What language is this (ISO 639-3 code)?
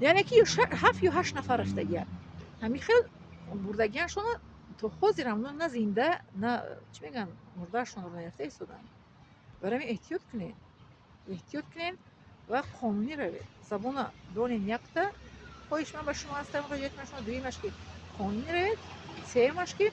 tgk